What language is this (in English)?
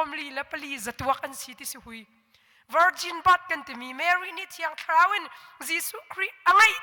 Hakha Chin